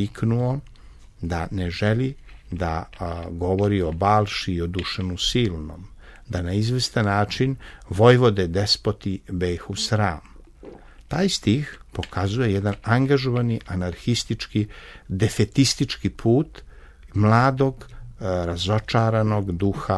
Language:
Serbian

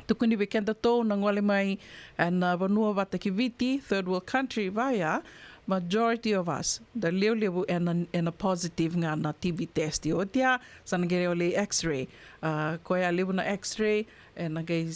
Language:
Fijian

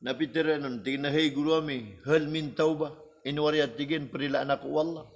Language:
Maranao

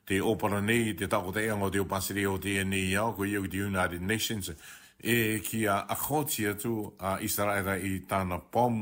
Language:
Rarotongan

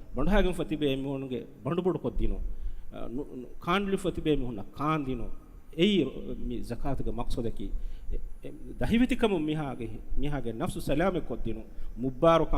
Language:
Divehi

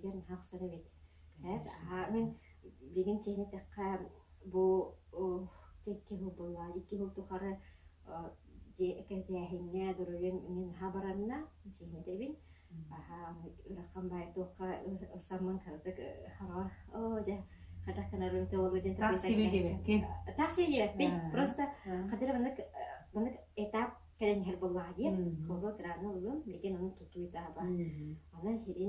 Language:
Yakut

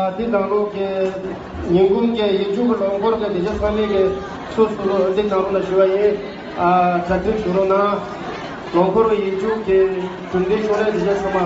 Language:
Tibetan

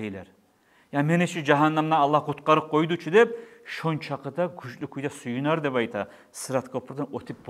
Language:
Kumyk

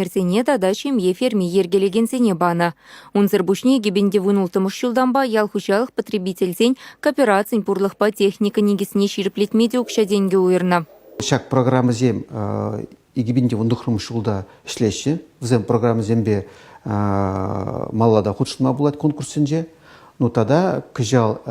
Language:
Chuvash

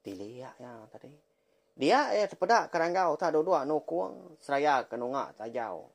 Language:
Iban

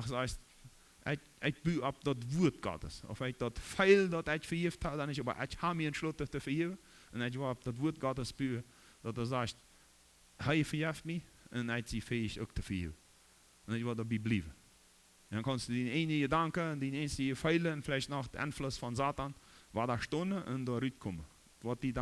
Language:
Plautdietsch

